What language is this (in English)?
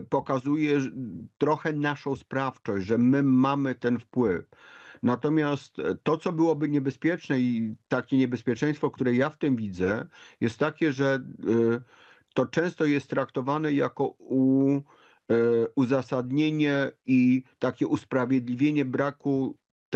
Polish